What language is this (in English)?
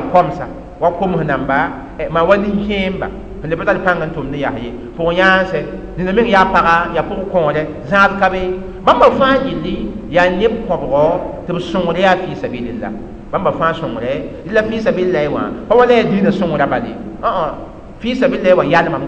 Mossi